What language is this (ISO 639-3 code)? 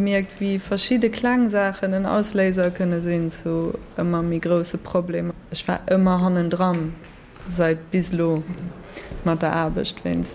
ltz